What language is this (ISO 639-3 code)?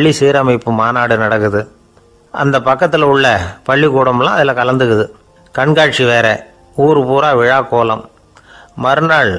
tam